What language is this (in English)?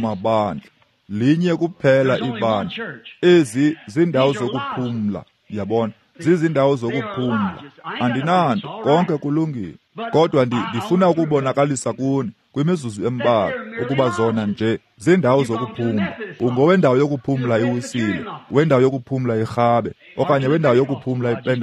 Xhosa